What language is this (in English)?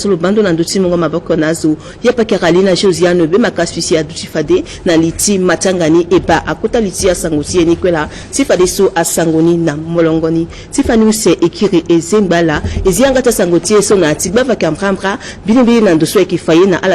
Sango